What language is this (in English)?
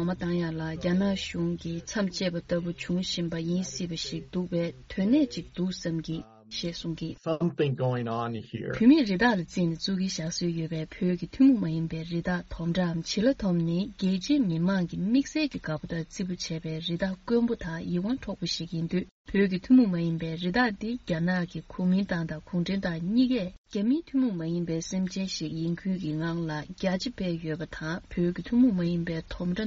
Tibetan